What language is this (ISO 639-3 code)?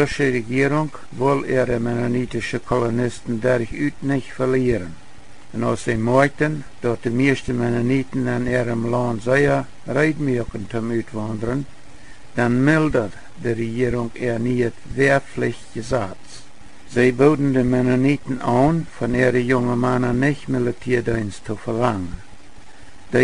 pdt